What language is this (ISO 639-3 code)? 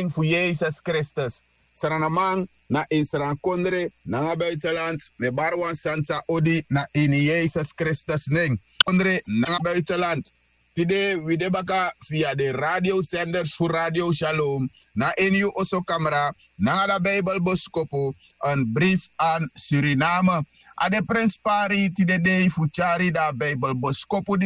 srn